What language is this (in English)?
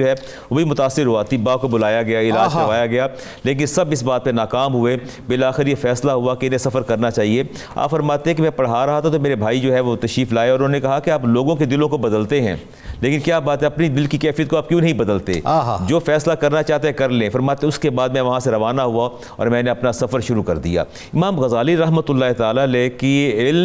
Urdu